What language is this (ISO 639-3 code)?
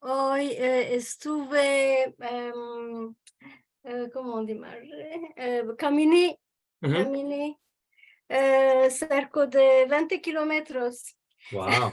lad